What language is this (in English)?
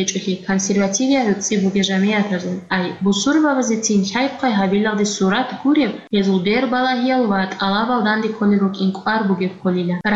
Avaric